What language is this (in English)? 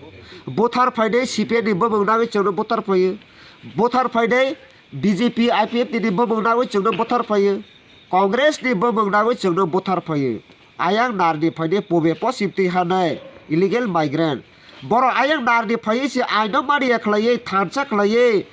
Kok Borok